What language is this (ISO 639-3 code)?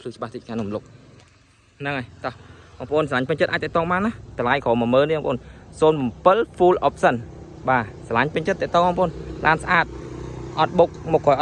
khm